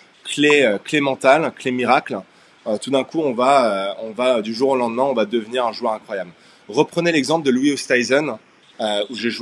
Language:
French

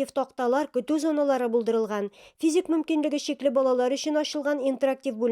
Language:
Tatar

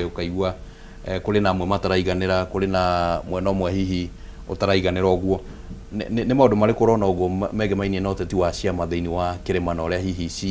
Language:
Kikuyu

